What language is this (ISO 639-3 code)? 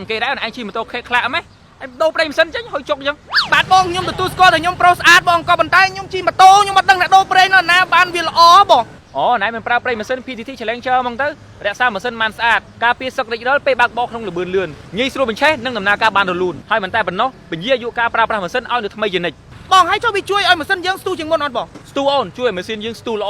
khm